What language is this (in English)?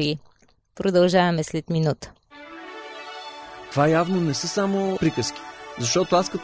Bulgarian